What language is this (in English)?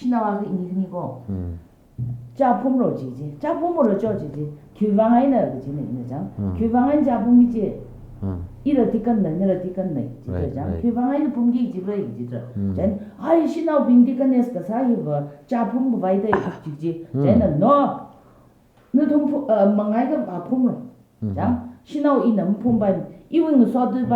Tangkhul Naga (India)